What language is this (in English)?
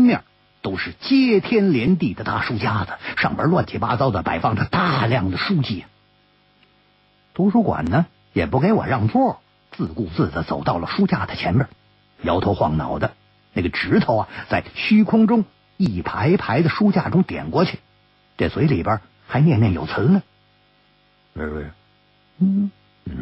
Chinese